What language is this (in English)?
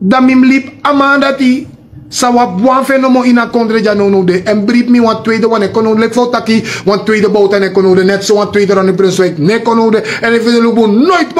Sranan Tongo